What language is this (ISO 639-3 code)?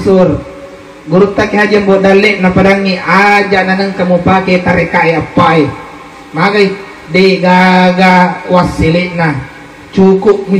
bug